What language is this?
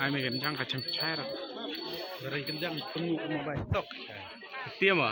Khasi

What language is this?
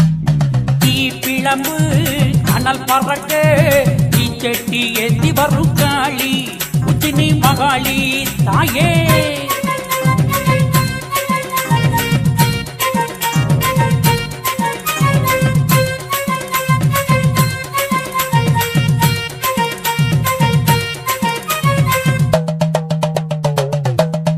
Tamil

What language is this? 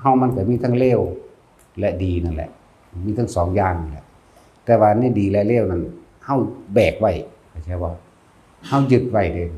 Northeastern Thai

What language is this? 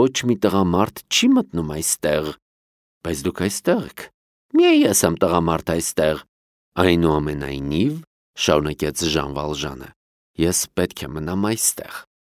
Armenian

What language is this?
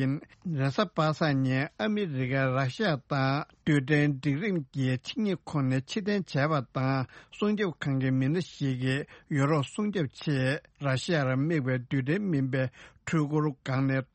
Tibetan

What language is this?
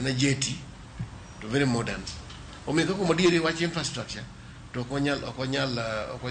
Luo (Kenya and Tanzania)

